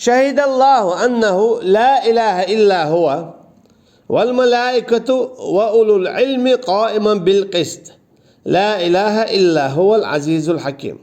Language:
Chechen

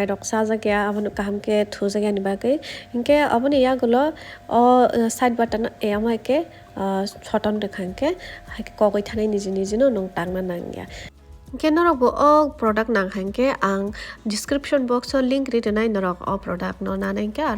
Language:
Kok Borok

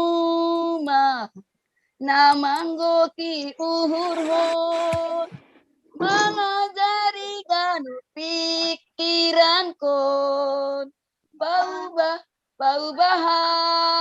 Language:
Batak Simalungun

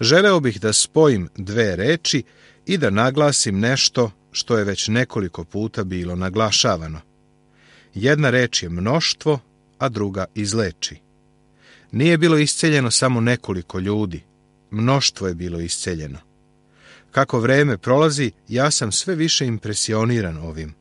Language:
Serbian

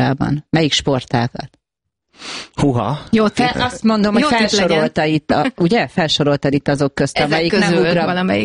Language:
Hungarian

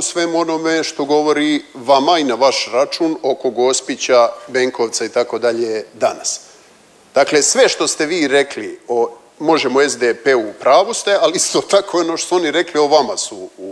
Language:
Croatian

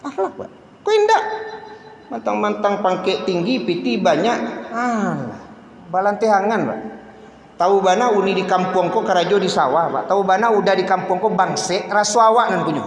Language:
Minangkabau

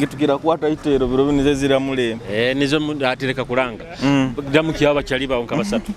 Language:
Nyoro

